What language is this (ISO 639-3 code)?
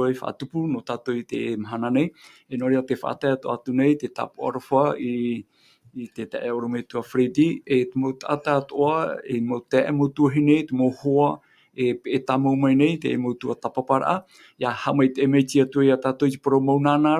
tah